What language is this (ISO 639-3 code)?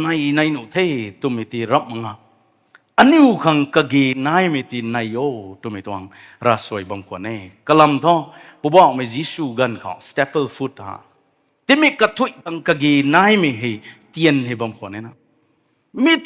nbu